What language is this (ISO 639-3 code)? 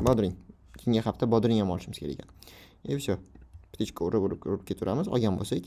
uzb